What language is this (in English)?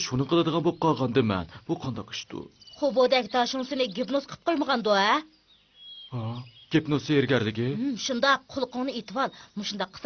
Uyghur